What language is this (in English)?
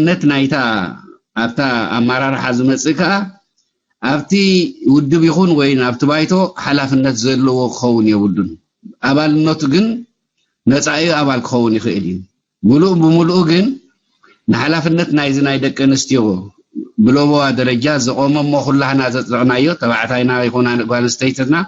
Tigrinya